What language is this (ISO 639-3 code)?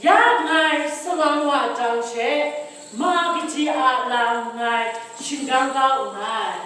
kac